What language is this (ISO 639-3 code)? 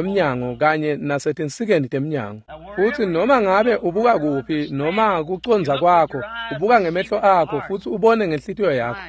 ssw